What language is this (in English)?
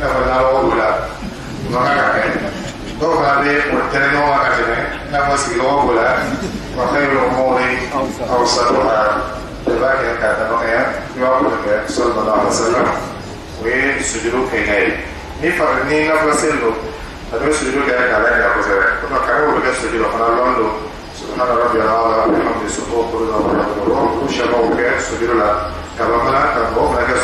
Dyula